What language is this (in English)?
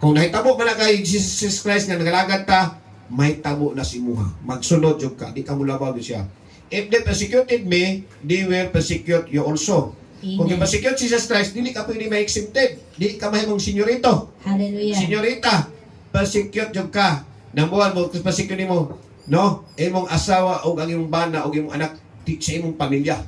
Cebuano